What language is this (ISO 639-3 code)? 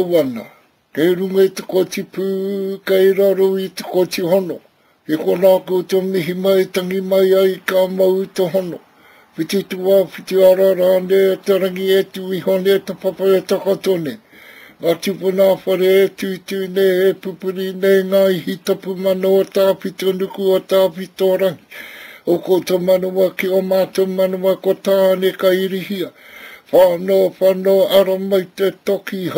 mri